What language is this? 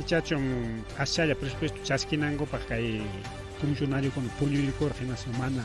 Ayacucho Quechua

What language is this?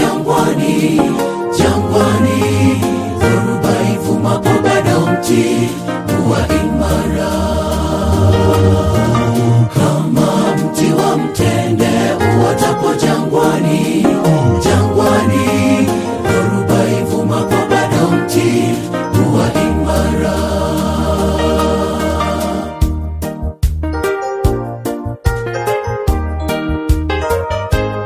Swahili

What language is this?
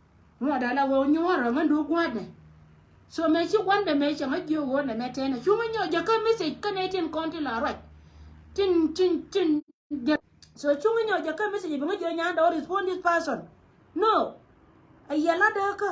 Nuer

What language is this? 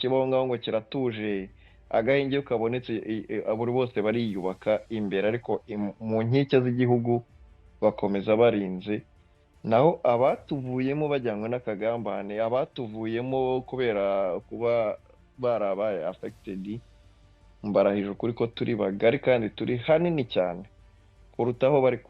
Kinyarwanda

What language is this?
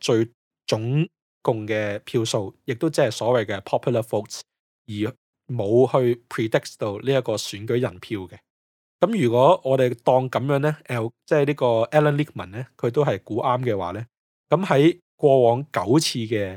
Cantonese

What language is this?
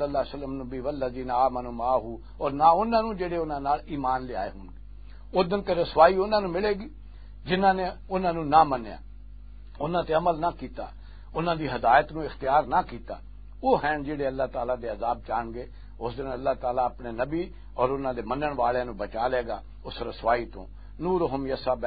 Western Panjabi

